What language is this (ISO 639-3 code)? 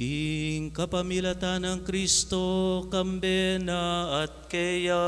pam